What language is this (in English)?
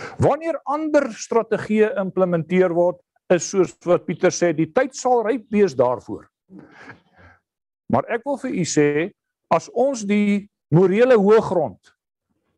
Afrikaans